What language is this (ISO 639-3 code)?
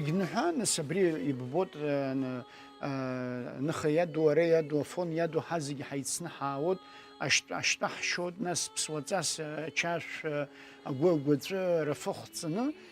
abk